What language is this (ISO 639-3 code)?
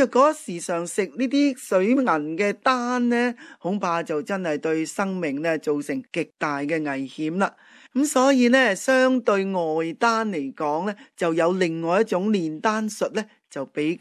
yue